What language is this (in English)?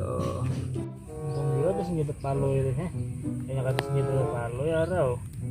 Banjar